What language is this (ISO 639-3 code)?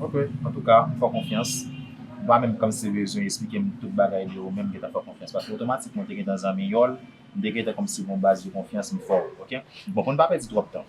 hat